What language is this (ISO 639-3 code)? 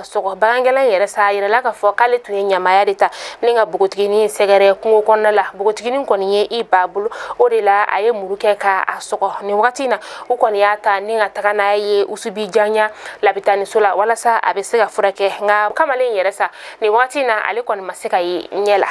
bam